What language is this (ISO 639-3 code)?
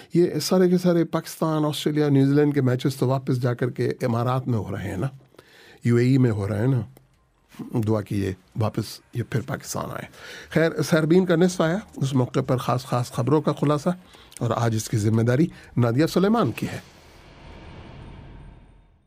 urd